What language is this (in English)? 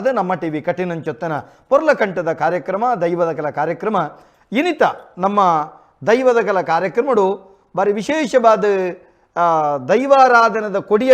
Tulu